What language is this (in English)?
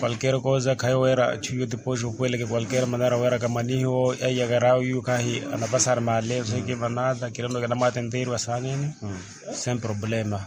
Makhuwa